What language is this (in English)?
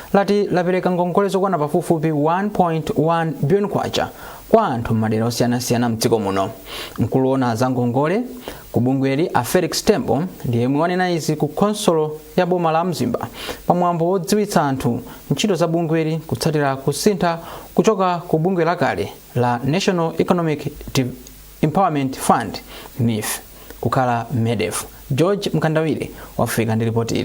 Nyanja